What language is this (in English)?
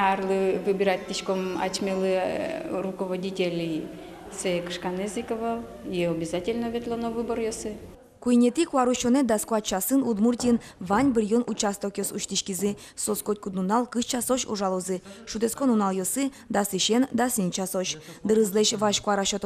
Udmurt